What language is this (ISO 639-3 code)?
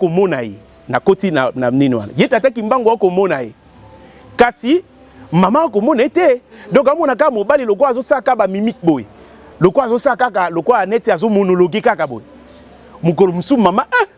lin